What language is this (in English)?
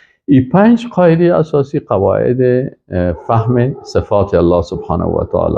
Persian